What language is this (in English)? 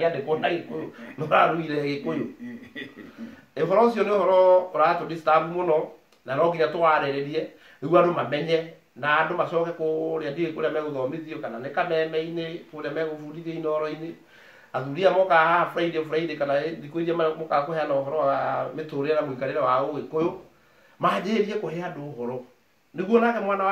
Kikuyu